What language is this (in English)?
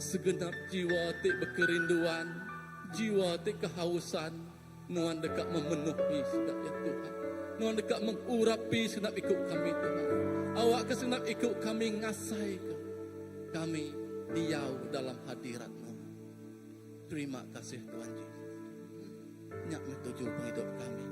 Iban